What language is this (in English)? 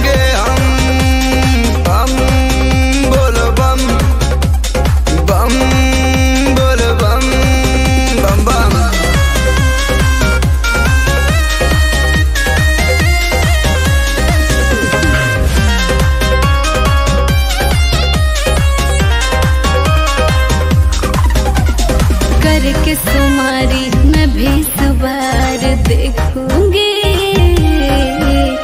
Bhojpuri